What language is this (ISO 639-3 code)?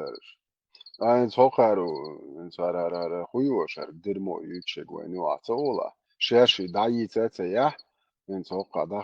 che